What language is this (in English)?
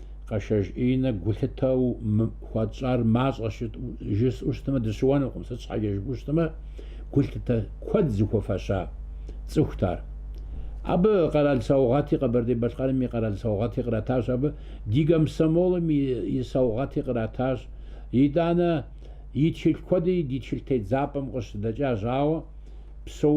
Kabardian